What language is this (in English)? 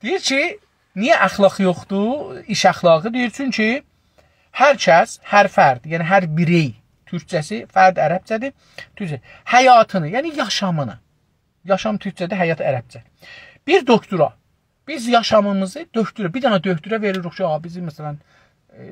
South Azerbaijani